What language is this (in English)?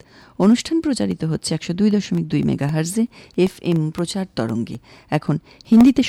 Bangla